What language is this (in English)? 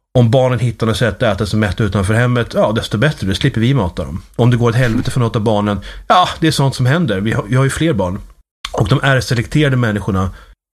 Swedish